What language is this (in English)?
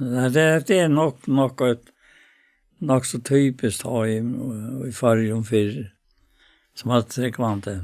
Faroese